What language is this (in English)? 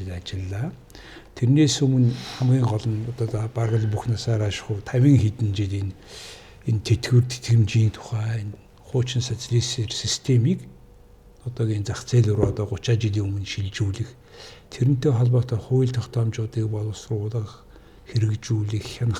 Mongolian